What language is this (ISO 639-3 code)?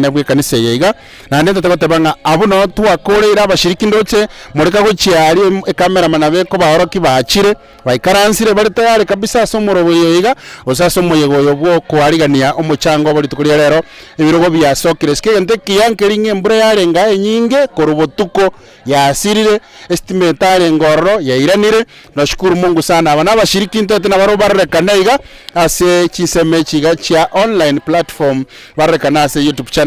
guz